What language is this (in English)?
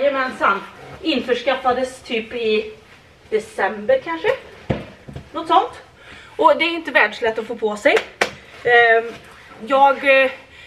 Swedish